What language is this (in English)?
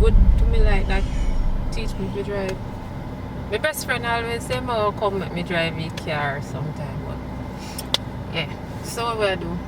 Jamaican Creole English